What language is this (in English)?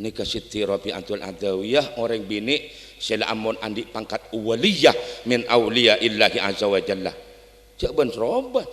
Madurese